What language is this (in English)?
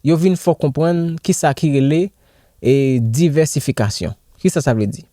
Haitian Creole